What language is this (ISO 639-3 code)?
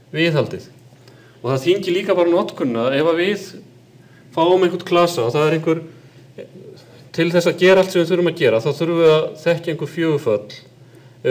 isl